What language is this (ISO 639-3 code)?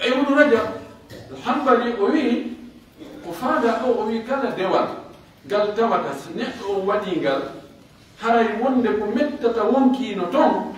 fuf